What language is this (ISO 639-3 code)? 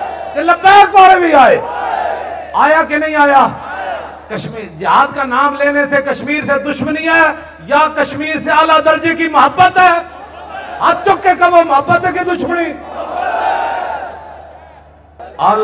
urd